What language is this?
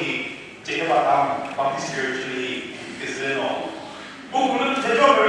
Chokri Naga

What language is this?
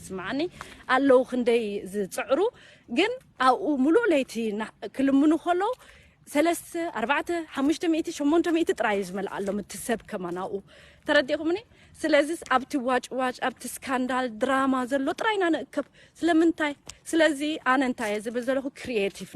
Tigrinya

